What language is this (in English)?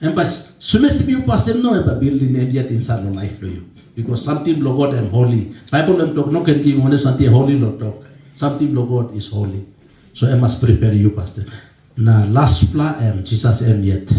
Tok Pisin